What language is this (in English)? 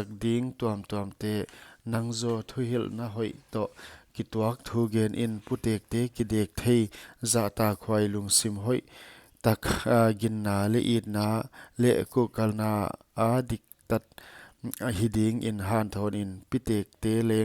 Paite Chin